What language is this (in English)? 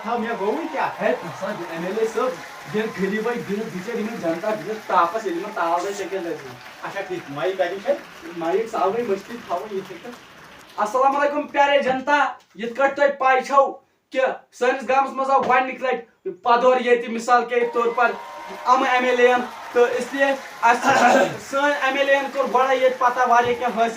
Kashmiri